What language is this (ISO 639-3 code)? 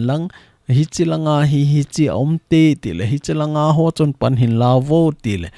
tcz